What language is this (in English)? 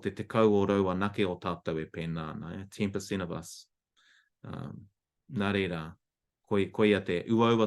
Māori